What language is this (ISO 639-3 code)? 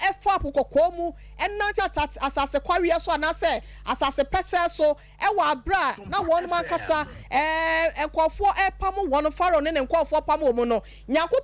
aka